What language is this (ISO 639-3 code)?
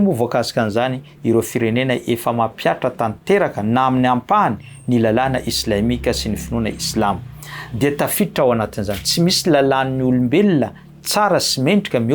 mlg